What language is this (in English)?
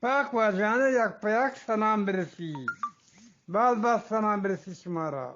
Eastern Balochi